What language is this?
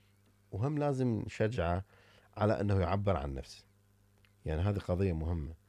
Mesopotamian Arabic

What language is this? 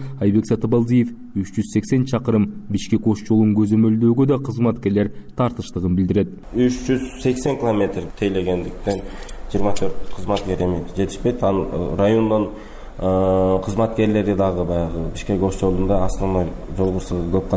Kyrgyz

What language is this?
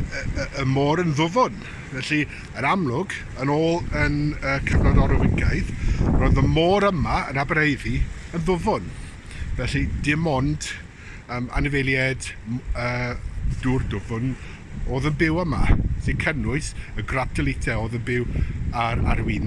Welsh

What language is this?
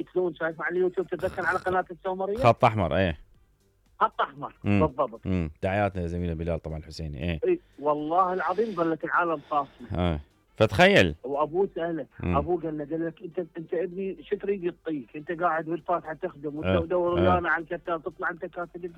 Mesopotamian Arabic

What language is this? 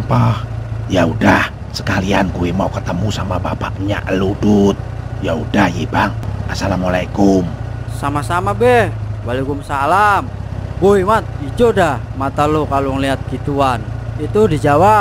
Betawi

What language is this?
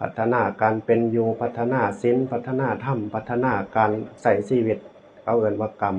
Northeastern Thai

